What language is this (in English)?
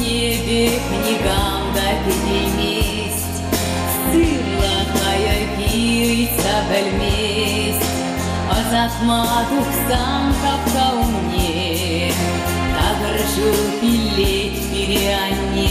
Chuvash